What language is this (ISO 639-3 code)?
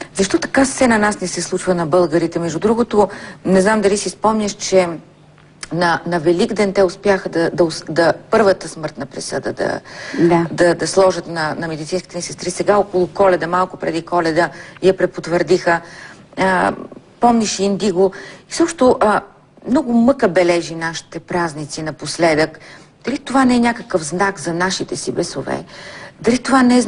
bul